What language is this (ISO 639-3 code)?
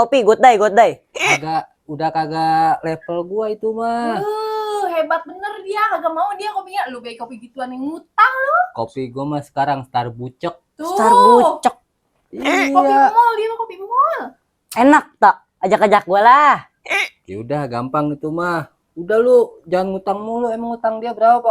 bew